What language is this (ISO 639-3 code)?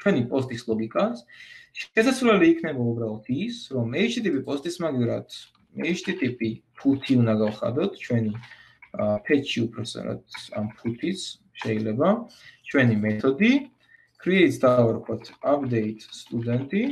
kat